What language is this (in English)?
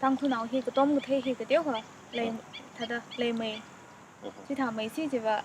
Tangkhul Naga (India)